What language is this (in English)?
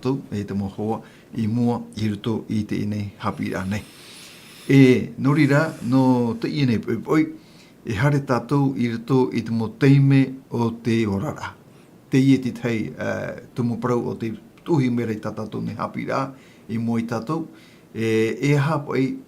Tahitian